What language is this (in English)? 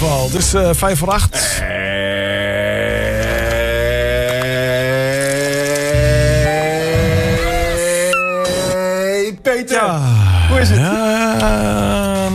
Dutch